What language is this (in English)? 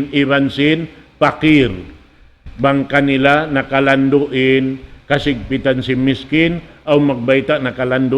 Tausug